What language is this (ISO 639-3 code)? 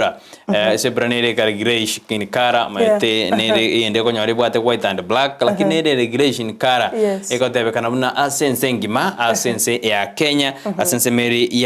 guz